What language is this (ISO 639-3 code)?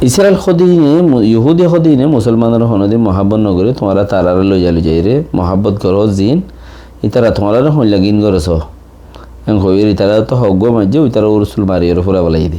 rhg